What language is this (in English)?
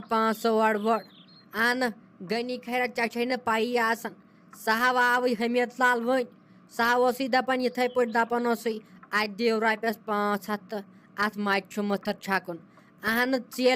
Kashmiri